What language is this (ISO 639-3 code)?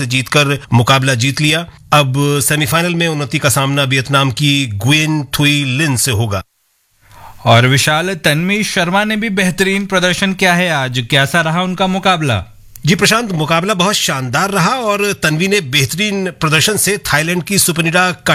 hin